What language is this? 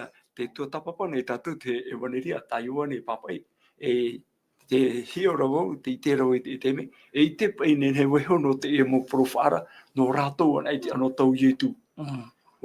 Tahitian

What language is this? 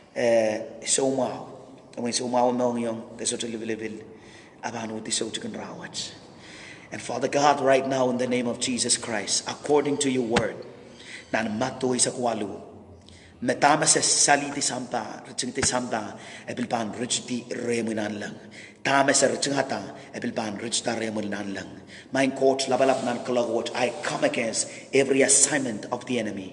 Pohnpeian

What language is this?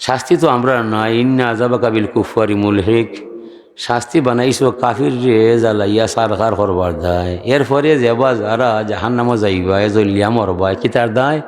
Sylheti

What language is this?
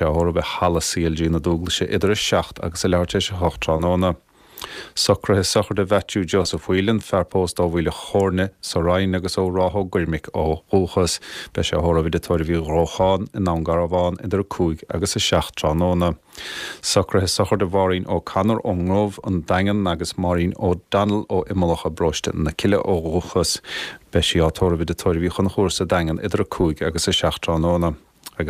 Irish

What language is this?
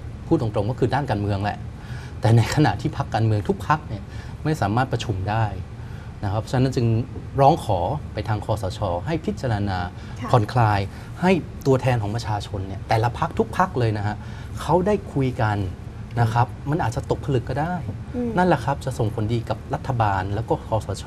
Thai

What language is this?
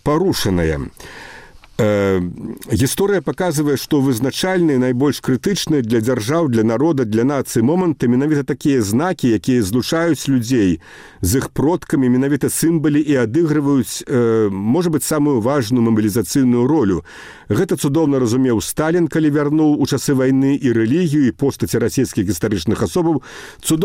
Belarusian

